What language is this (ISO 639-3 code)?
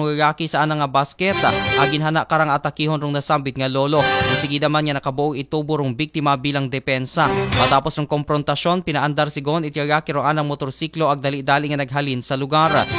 akl